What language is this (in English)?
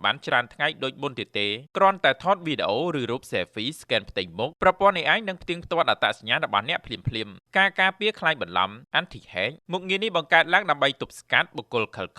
Khmer